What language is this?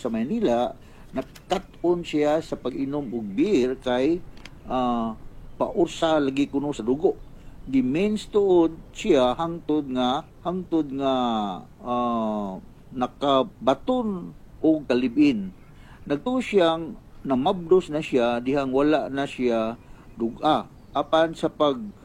Cebuano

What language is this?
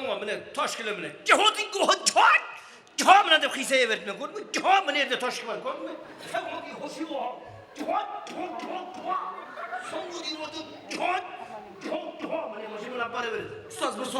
Kara-Kalpak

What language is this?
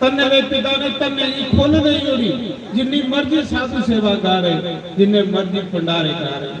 Dogri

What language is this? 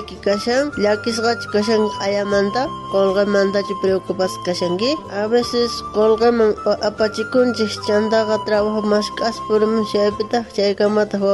South Bolivian Quechua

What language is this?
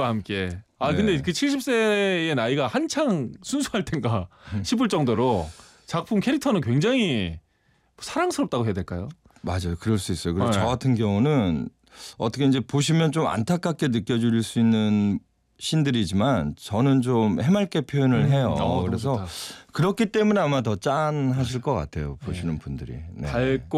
Korean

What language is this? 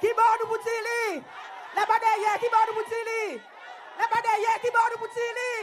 Seselwa Creole French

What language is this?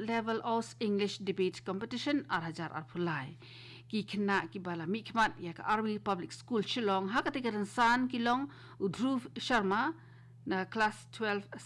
Khasi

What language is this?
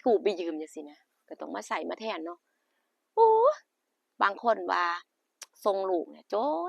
Northeastern Thai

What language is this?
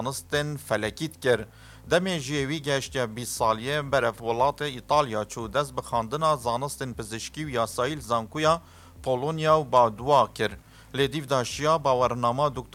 Kurdish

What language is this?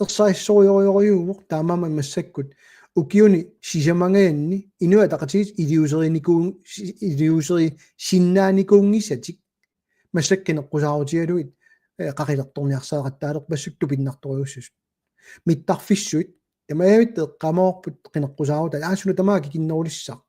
Kalaallisut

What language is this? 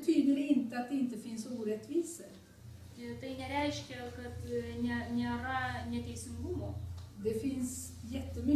Swedish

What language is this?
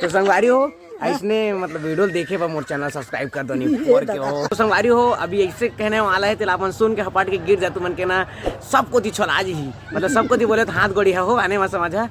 Chhattisgarhi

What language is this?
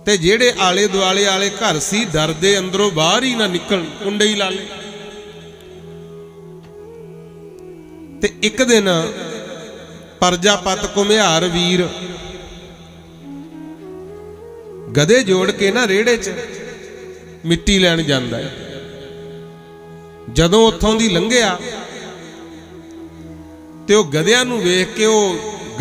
Punjabi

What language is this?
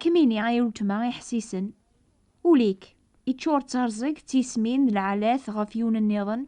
Kabyle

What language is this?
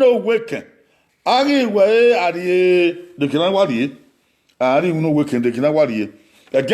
Bini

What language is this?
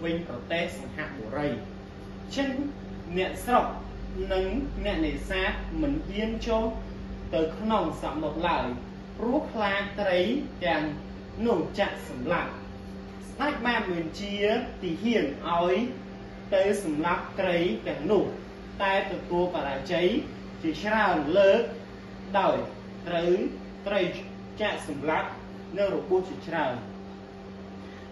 Khmer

